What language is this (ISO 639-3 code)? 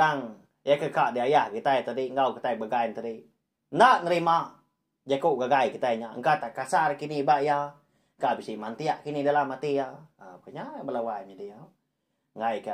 iba